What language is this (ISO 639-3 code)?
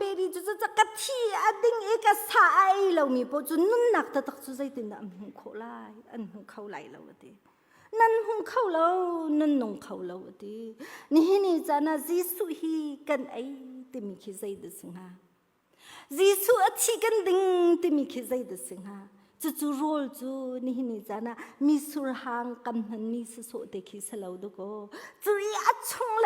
cnh